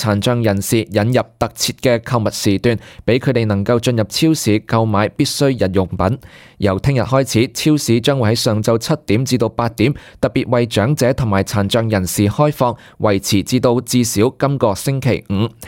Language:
Cantonese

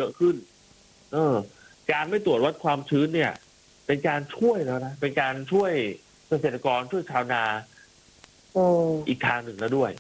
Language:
Thai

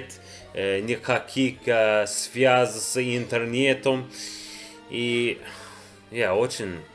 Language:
Russian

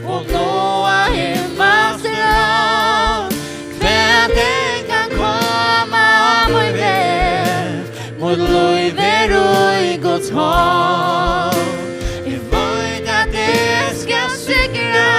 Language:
Faroese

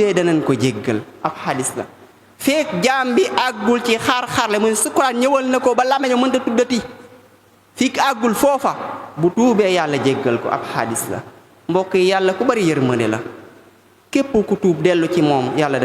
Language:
Wolof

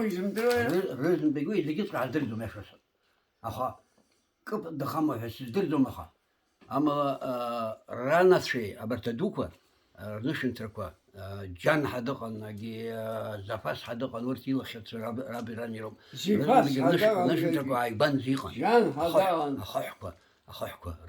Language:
Abkhazian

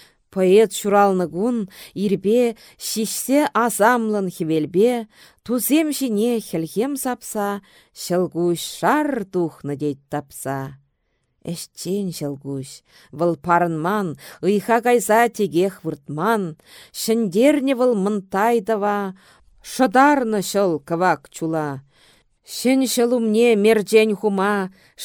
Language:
Chuvash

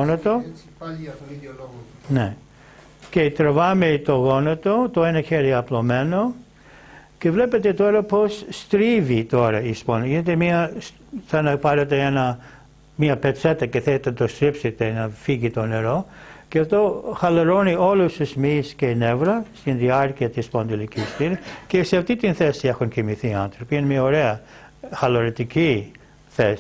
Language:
Greek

